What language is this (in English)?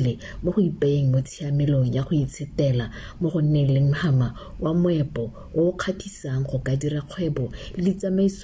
Tswana